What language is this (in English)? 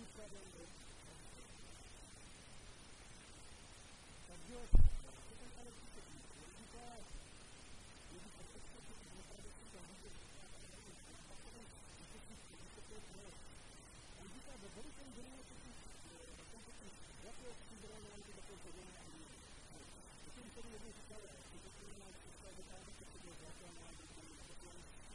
Czech